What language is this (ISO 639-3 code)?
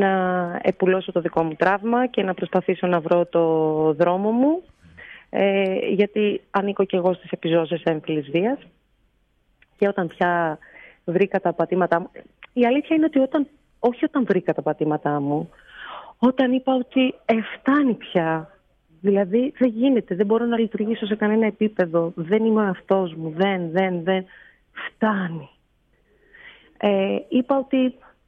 ell